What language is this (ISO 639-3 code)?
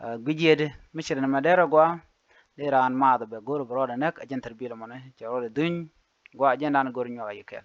nus